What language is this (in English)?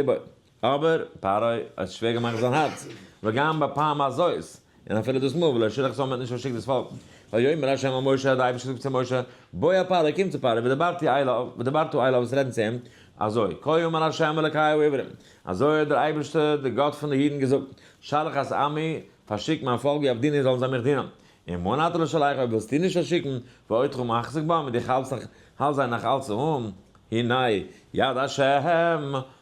Yiddish